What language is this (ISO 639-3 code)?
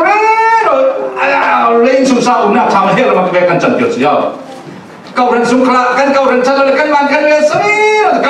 cfm